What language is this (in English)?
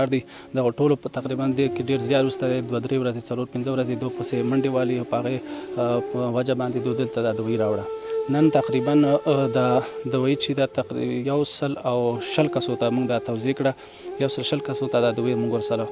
Pashto